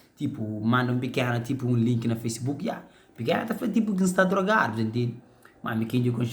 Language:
Kabuverdianu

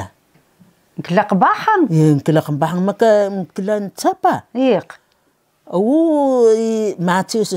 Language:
Taroko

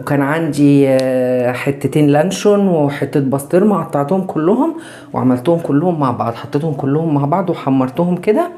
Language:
Egyptian Arabic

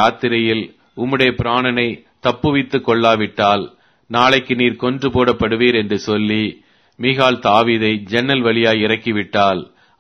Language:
Tamil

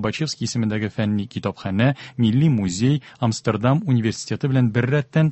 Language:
Tatar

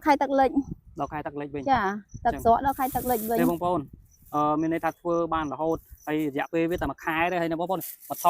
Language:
Khmer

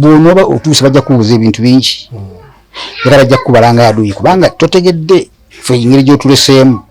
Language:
Ganda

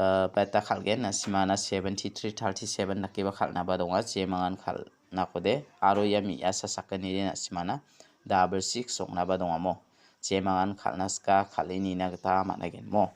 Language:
Garo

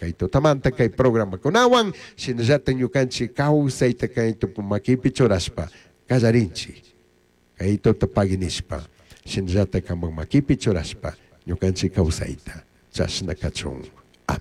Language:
Chimborazo Highland Quichua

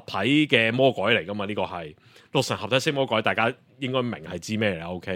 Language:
Cantonese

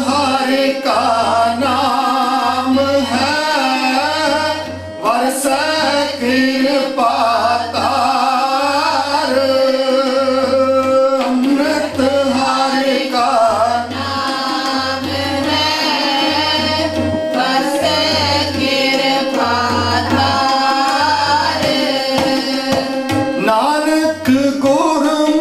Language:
Punjabi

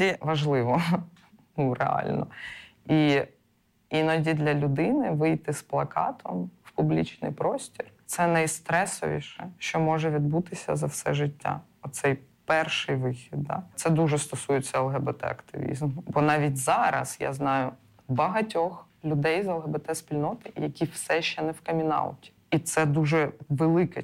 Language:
Ukrainian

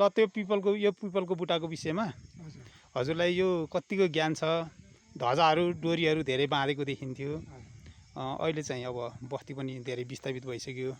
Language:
Nepali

